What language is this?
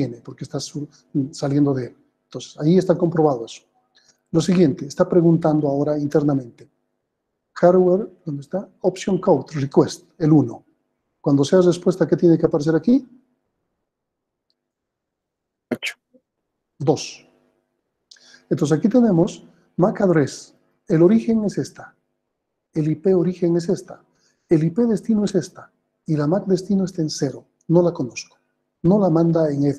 Spanish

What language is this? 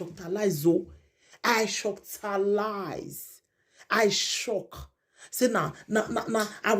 Nigerian Pidgin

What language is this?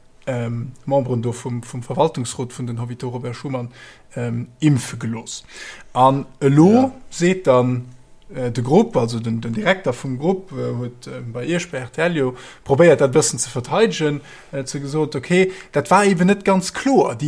Luxembourgish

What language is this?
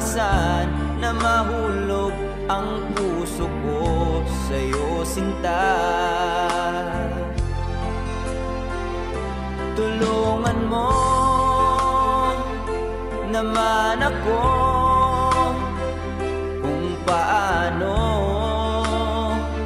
Filipino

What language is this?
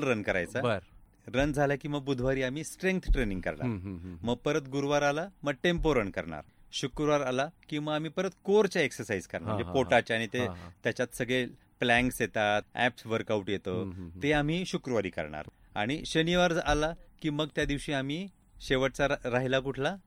Marathi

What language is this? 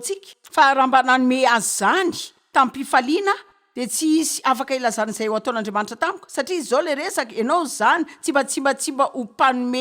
Malagasy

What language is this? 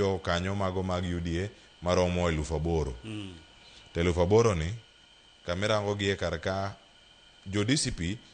Luo (Kenya and Tanzania)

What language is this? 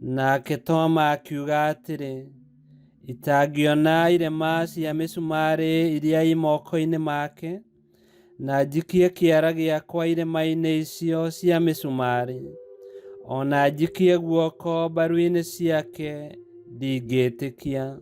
Kikuyu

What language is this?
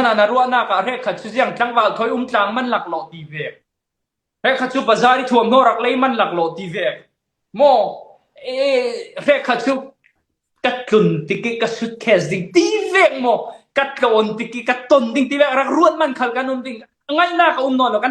Falam Chin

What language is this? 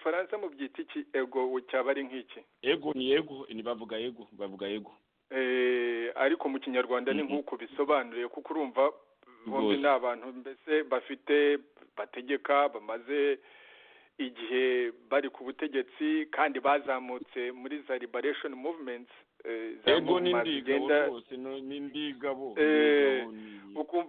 Kinyarwanda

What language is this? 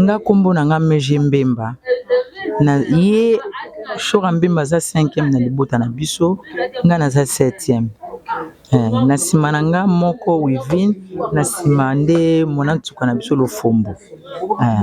Lingala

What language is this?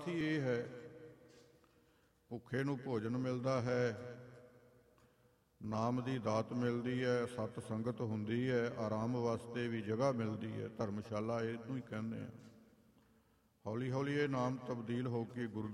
Punjabi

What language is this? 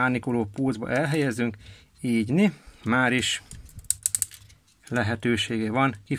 Hungarian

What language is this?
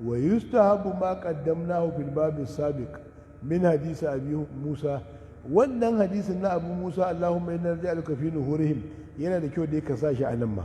Hausa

